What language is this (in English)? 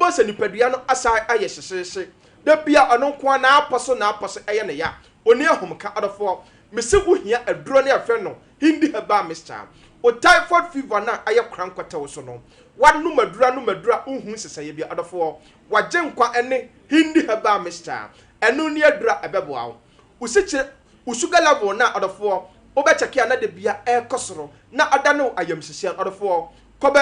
Akan